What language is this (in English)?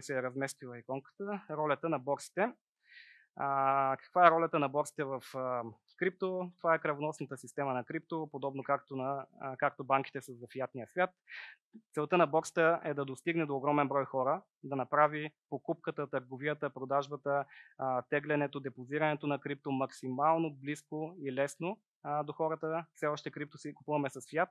Bulgarian